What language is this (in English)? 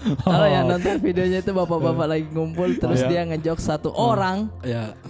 Makassar Malay